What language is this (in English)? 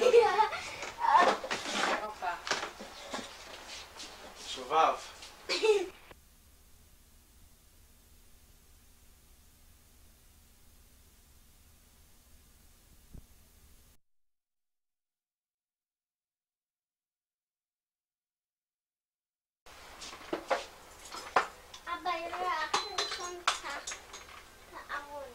Hebrew